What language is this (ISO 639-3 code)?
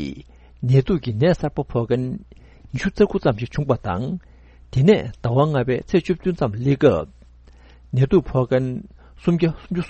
bod